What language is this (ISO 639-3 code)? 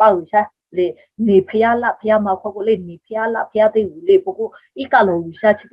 lhu